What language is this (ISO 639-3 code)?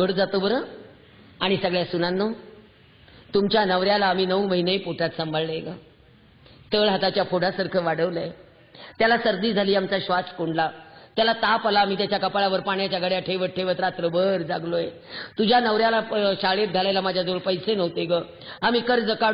mar